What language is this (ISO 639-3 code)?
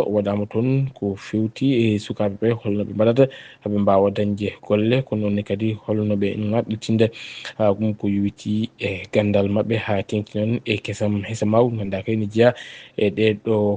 ful